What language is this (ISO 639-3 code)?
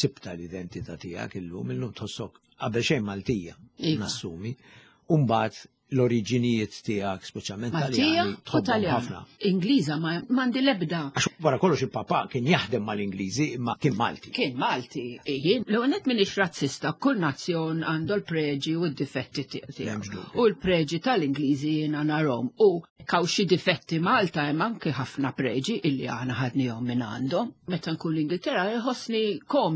mlt